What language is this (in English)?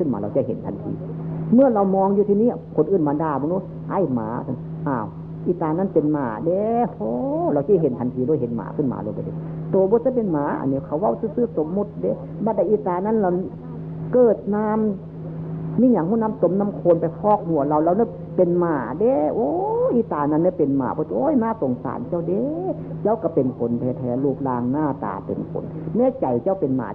Northeastern Thai